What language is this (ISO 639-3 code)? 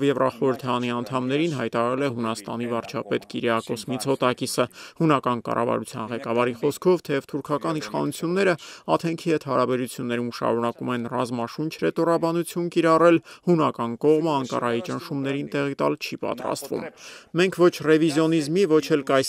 hye